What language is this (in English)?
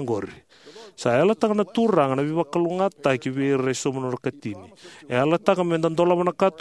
Fijian